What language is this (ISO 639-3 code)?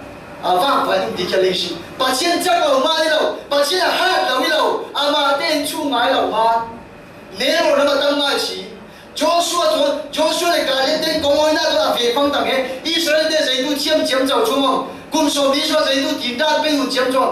cfm